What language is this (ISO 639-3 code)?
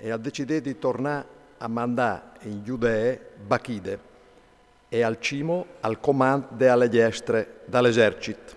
fur